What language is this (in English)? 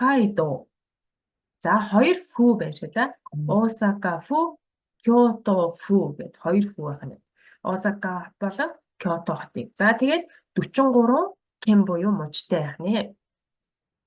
Mongolian